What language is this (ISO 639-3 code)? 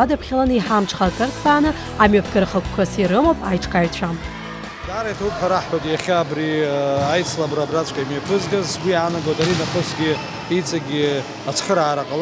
abk